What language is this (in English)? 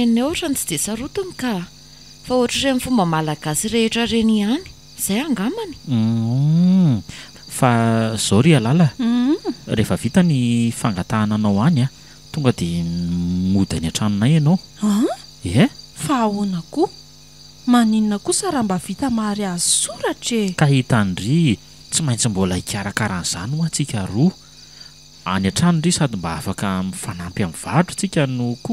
Malagasy